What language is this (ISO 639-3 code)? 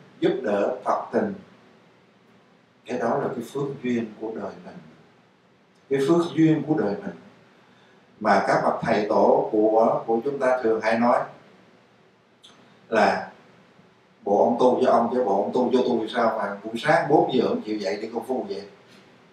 vie